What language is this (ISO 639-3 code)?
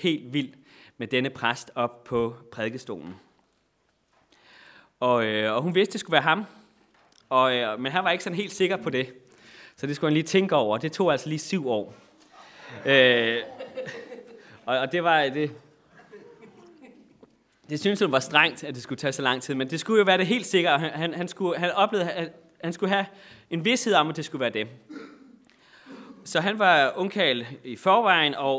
dan